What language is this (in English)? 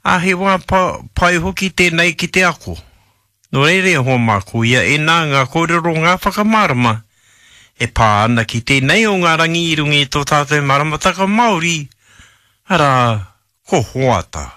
Māori